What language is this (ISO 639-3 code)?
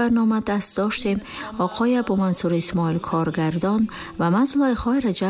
tgk